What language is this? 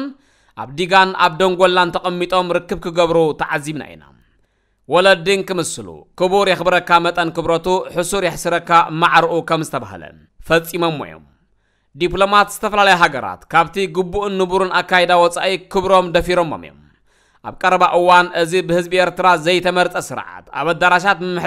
Tigrinya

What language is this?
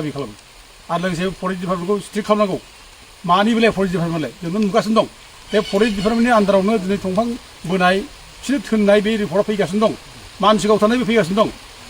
Bodo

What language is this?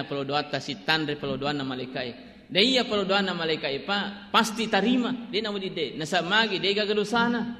Buginese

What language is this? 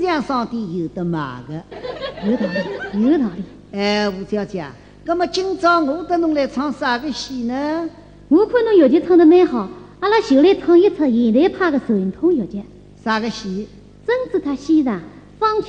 Wu Chinese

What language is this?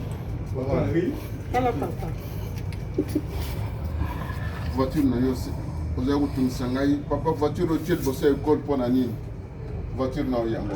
Lingala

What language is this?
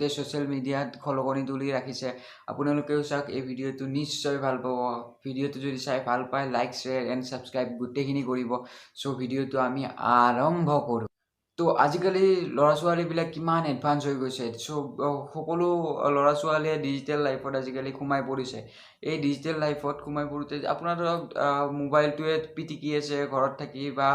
Assamese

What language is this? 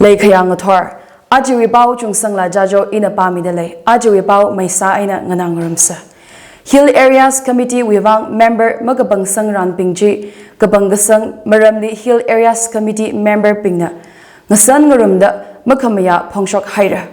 Tangkhul Naga (India)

